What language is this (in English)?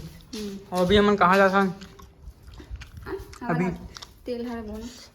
Chhattisgarhi